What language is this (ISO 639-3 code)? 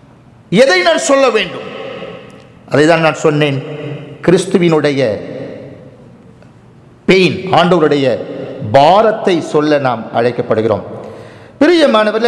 tam